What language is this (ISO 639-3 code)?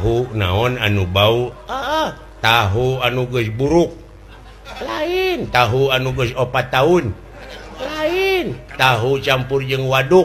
sun